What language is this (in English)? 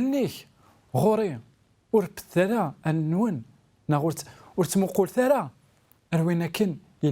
Kabyle